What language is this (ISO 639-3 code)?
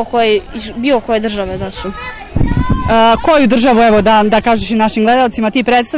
srp